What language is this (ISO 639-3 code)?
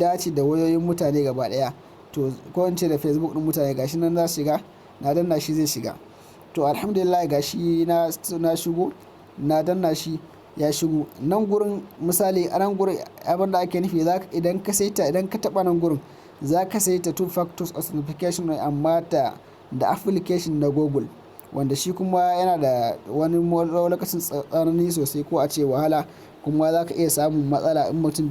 hau